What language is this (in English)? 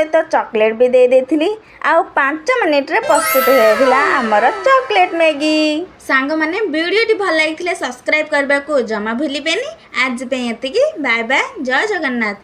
Odia